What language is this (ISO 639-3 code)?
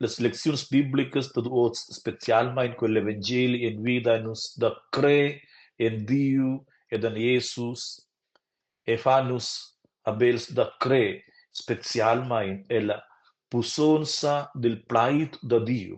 roh